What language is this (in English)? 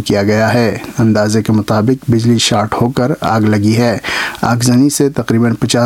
Urdu